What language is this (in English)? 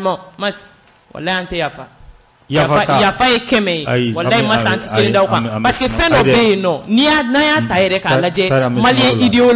Bambara